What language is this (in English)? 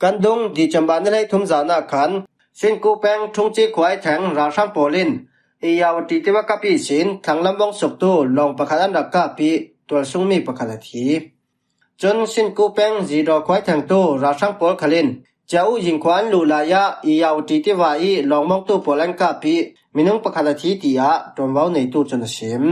Falam Chin